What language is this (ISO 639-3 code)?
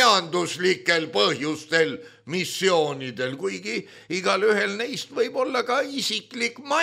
est